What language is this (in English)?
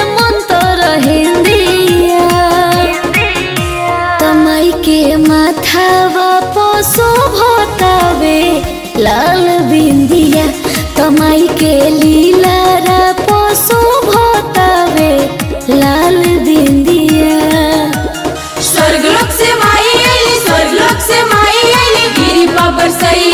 Bhojpuri